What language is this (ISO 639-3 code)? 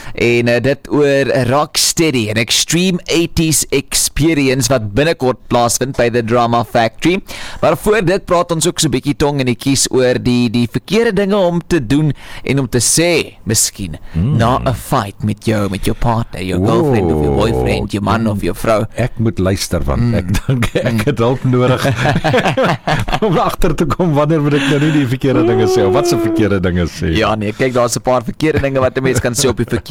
afr